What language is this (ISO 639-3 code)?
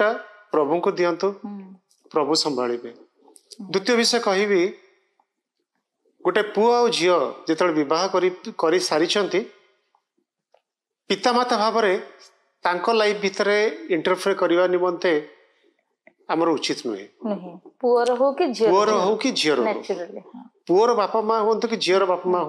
ori